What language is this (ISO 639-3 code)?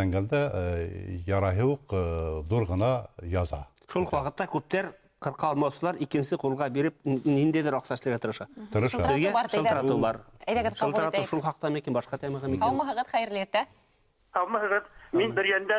bak